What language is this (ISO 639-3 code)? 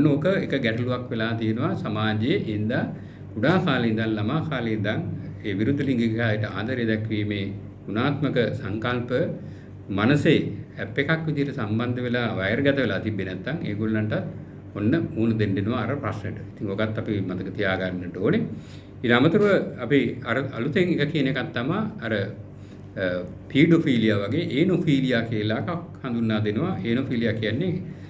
sin